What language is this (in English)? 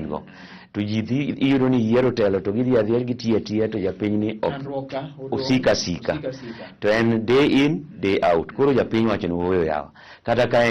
Luo (Kenya and Tanzania)